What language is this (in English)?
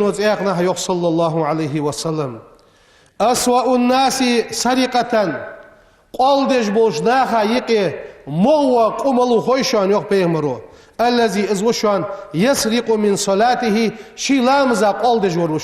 Ingush